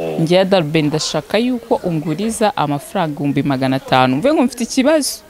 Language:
Kinyarwanda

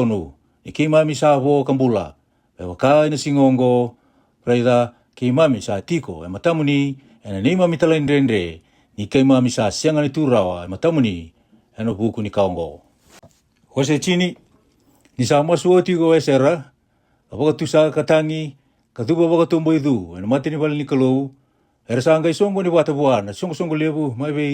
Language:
Fijian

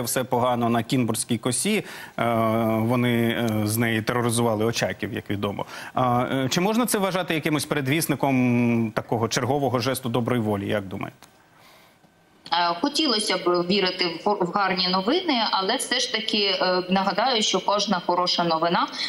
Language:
Ukrainian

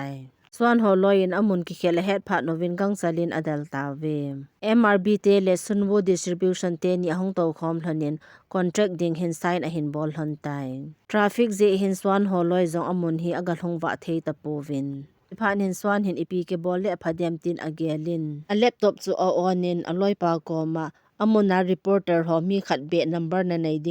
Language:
Thado Chin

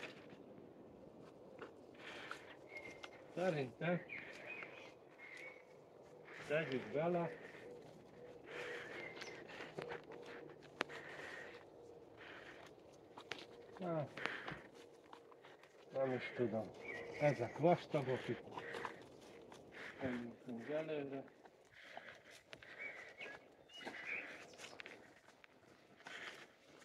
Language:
Hungarian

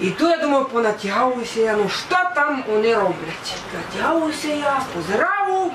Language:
Rusyn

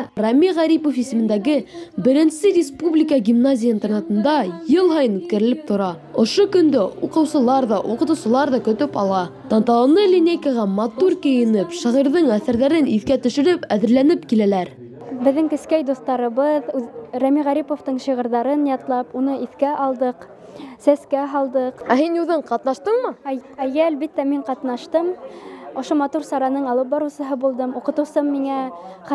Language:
Bashkir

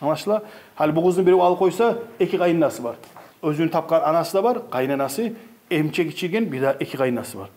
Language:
Kumyk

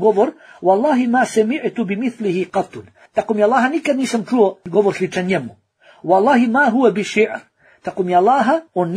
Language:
Bosnian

